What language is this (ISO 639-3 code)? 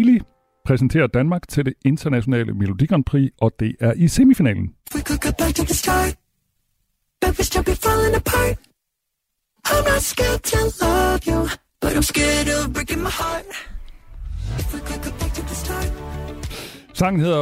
dan